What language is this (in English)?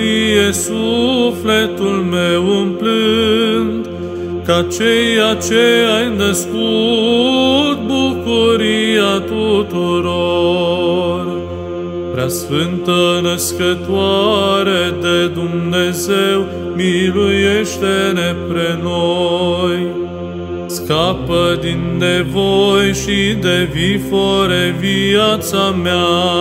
Romanian